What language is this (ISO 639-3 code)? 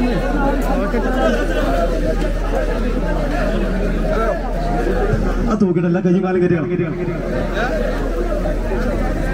mal